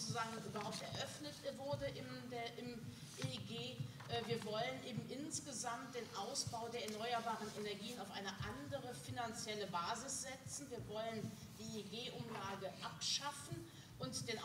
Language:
German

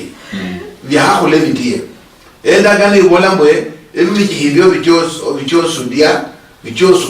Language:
Luyia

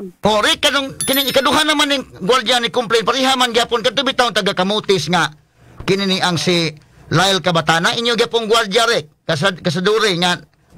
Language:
Cebuano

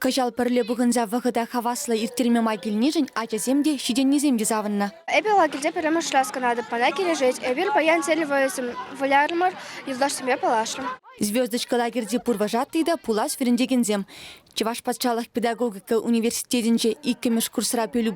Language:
Chuvash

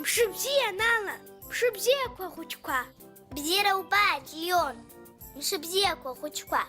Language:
Abkhazian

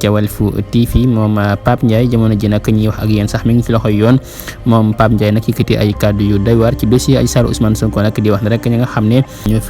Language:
Wolof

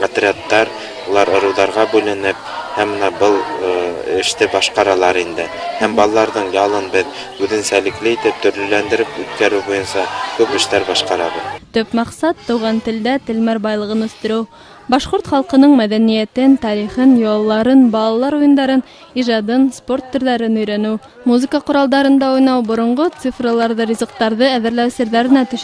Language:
Bashkir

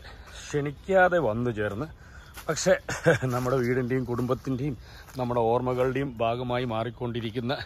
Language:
Malayalam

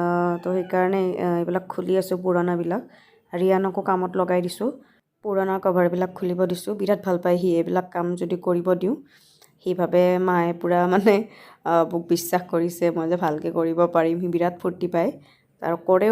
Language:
Assamese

